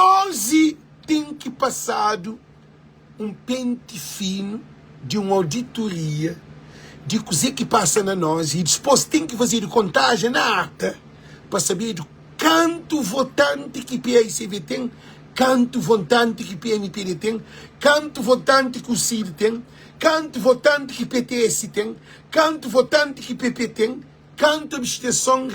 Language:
Kabuverdianu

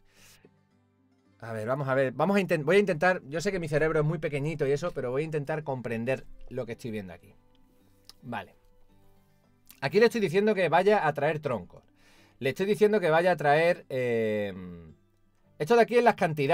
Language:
Spanish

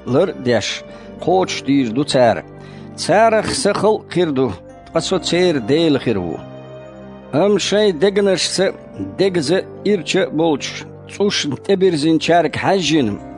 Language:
Chechen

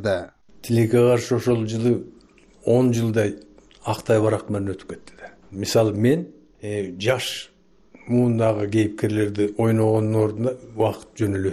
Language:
Kyrgyz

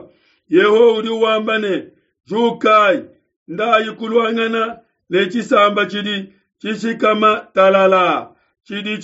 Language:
Luba-Lulua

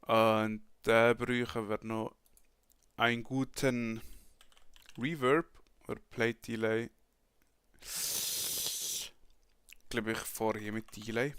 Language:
Swiss German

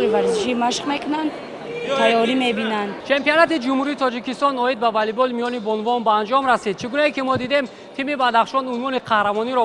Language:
Tajik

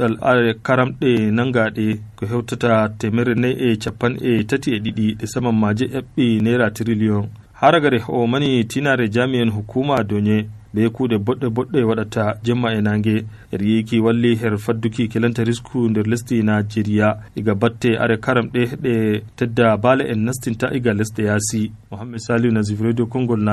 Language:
Nigerian Fulfulde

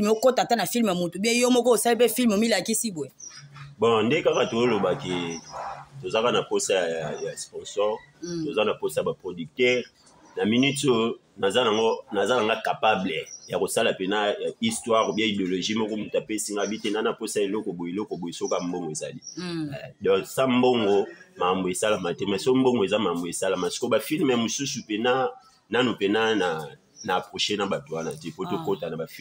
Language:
Lingala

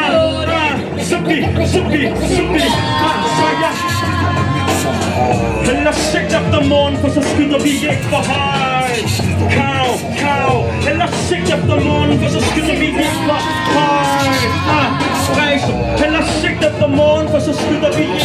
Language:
Danish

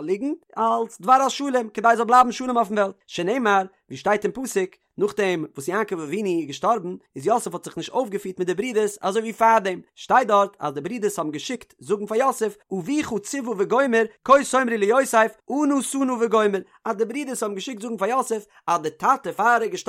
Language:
Yiddish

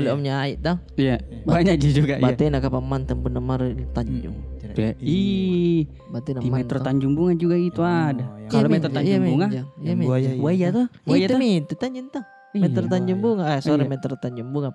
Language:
Makassar Malay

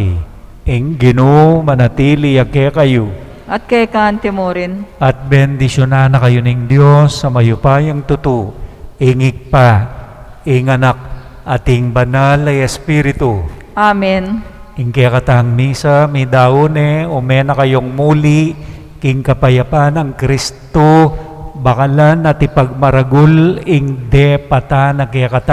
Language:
Pampanga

